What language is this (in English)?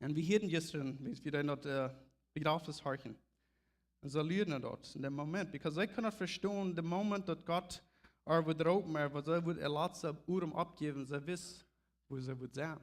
Plautdietsch